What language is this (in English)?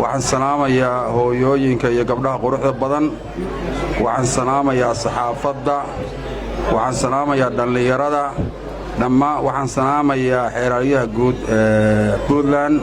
Somali